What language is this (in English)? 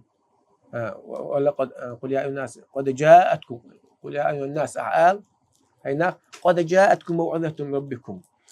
Chechen